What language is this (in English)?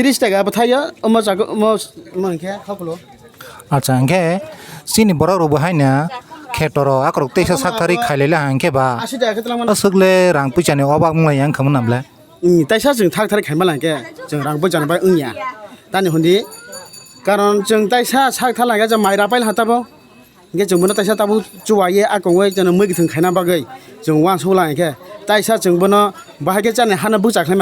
Kok Borok